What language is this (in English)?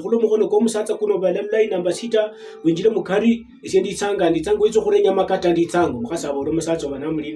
Luyia